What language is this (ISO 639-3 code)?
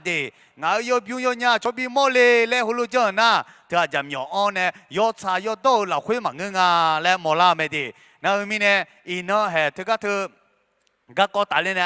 ahk